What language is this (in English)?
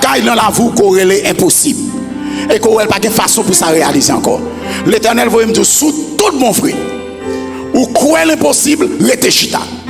French